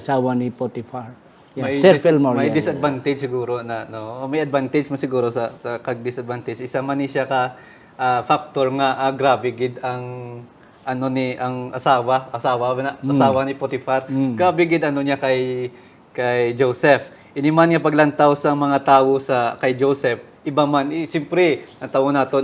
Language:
Hiligaynon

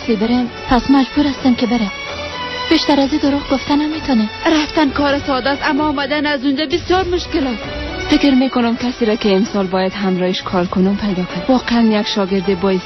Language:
Persian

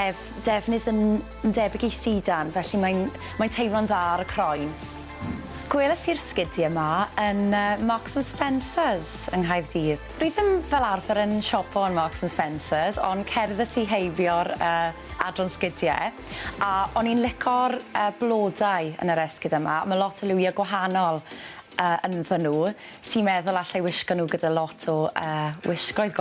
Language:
Welsh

